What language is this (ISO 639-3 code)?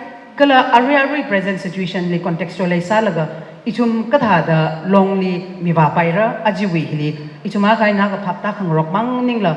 nmf